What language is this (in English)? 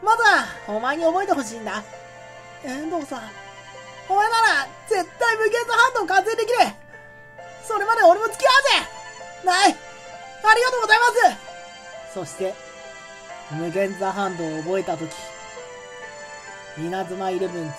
Japanese